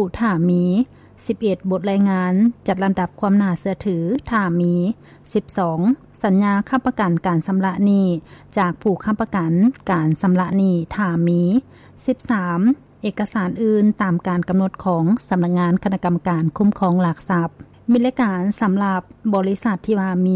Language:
Lao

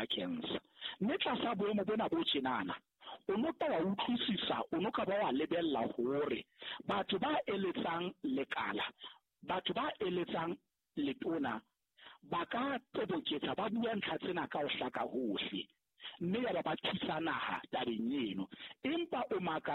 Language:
Southern Sotho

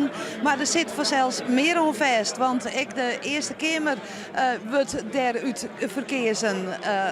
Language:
Western Frisian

